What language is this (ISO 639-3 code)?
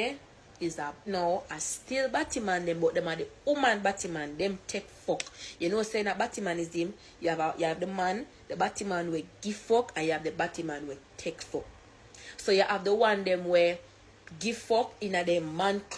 jam